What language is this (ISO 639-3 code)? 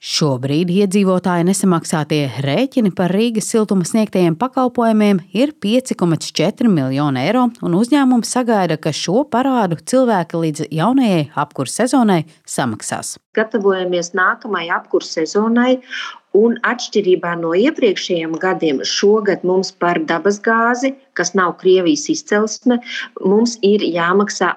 lav